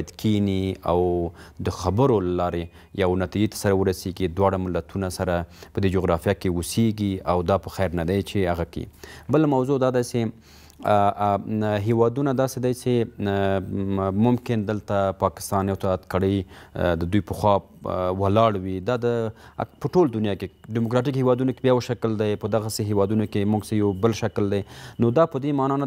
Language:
Pashto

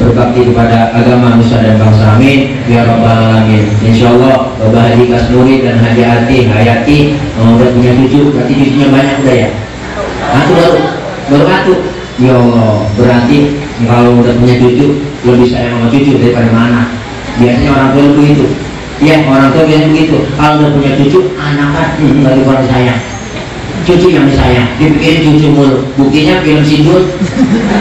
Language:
Betawi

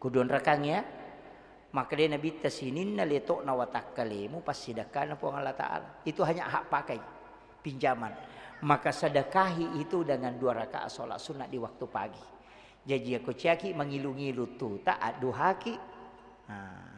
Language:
Buginese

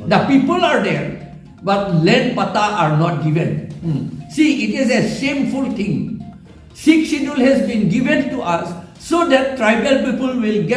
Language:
Karbi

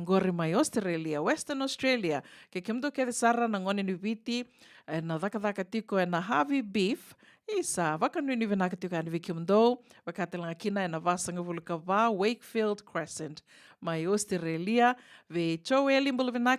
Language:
Fijian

